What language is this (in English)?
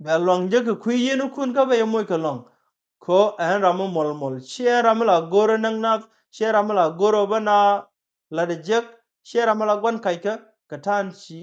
Nuer